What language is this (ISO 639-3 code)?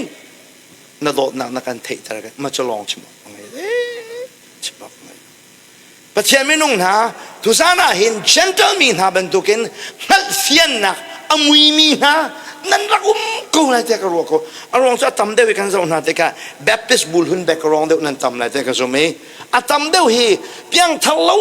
cnh